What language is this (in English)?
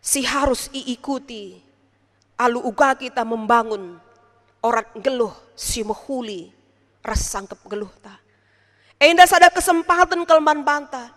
Batak Karo